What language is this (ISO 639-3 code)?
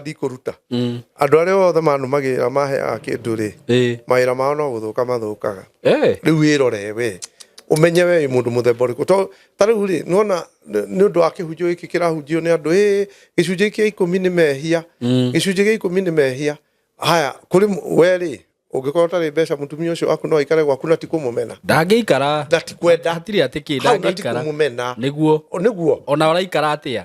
kik